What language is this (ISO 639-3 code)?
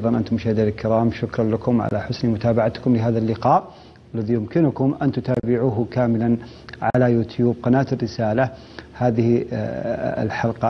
ara